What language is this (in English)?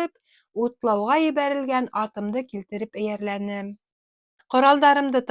Bashkir